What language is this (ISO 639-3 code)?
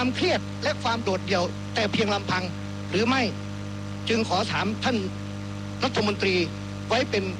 tha